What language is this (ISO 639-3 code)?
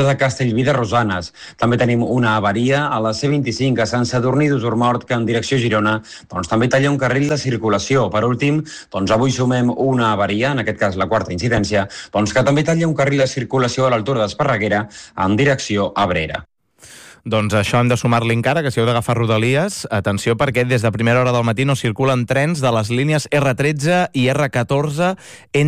cat